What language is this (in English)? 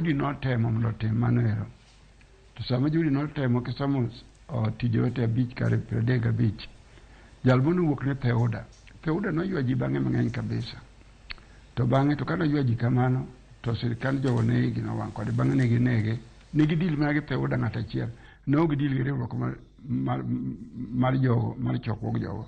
Luo (Kenya and Tanzania)